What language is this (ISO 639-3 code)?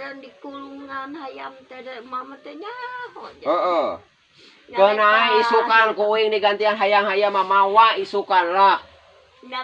sun